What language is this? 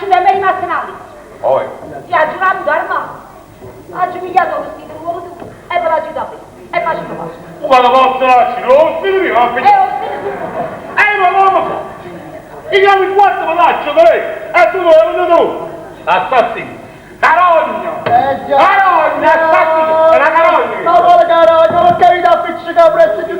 Neapolitan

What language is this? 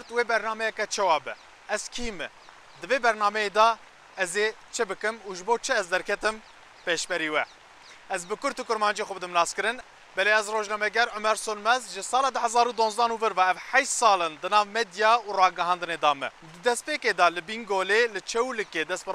Kurdish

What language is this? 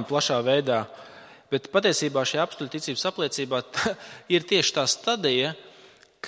Latvian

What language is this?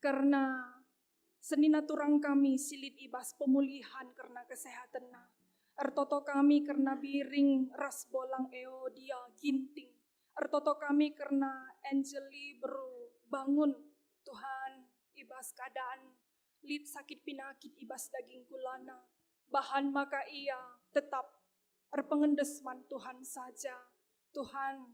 Batak Karo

